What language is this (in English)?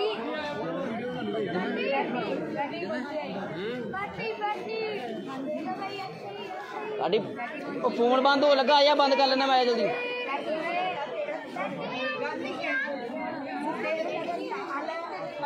Punjabi